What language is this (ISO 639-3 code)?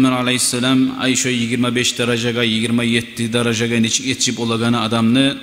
kum